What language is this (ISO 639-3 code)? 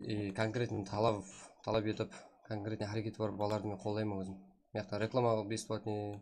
kaa